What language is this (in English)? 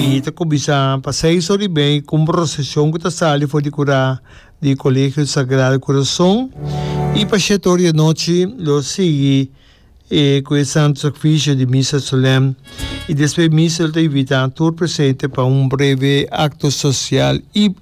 Papiamento